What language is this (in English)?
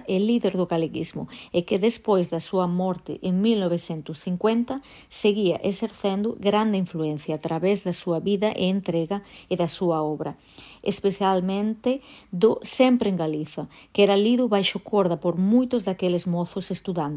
Galician